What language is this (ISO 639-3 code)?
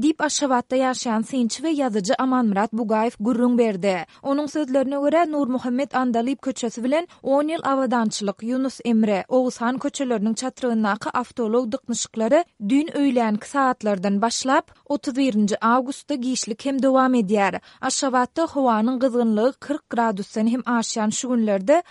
tuk